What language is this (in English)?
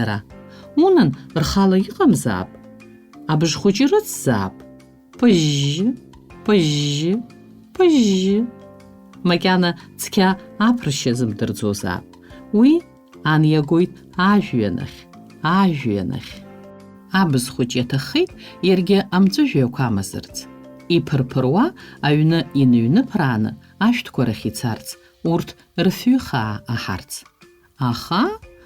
Abkhazian